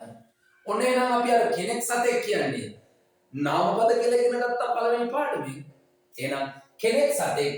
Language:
Sinhala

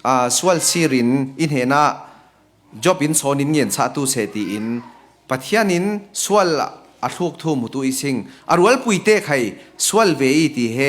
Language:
Falam Chin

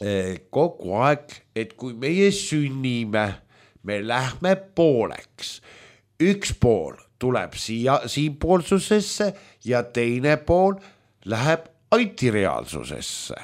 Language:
Estonian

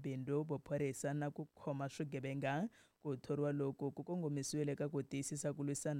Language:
Tsonga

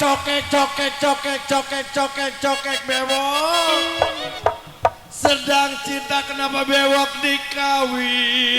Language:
Betawi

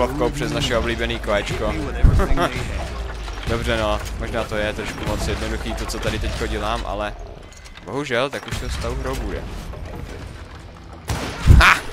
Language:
Czech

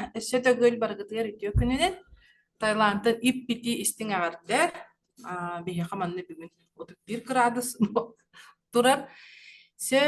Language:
Yakut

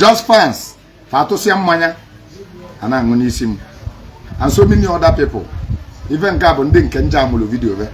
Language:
Igbo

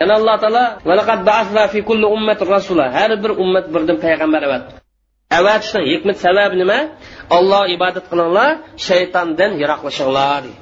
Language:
Uyghur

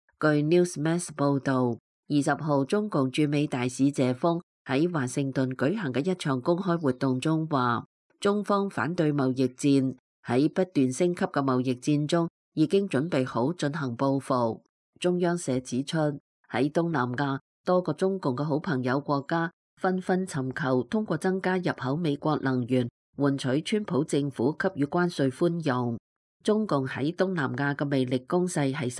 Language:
Cantonese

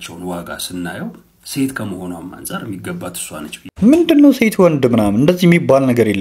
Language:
Amharic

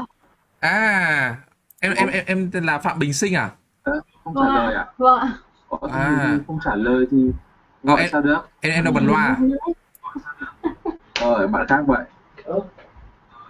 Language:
Vietnamese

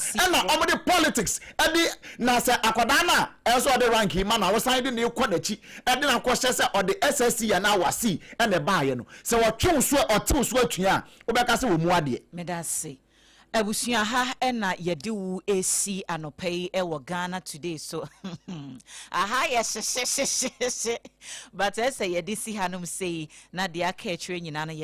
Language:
Akan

